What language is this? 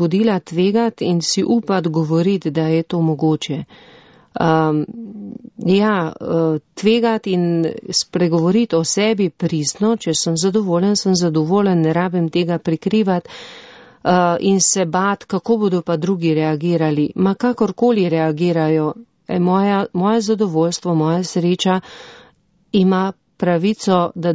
Slovenian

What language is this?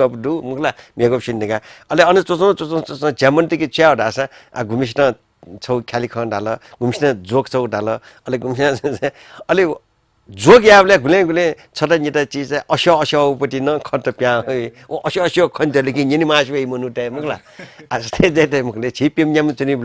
Newari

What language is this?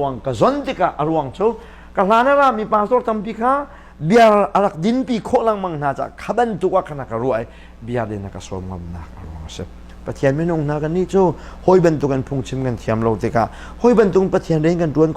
Hakha Chin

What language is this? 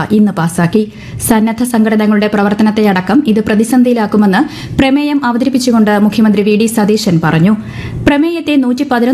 Malayalam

